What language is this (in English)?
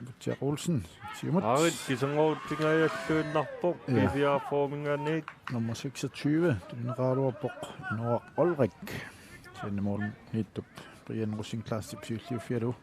Kalaallisut